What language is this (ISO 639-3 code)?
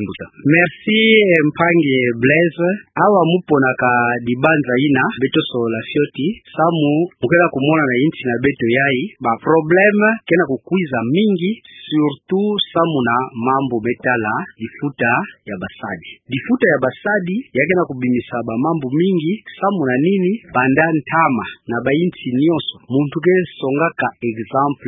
ktu